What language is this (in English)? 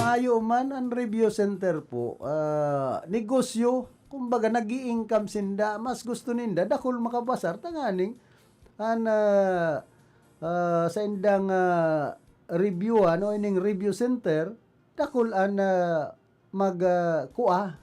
Bikol